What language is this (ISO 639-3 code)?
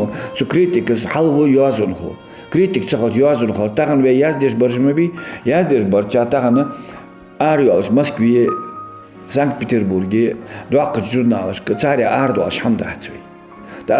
inh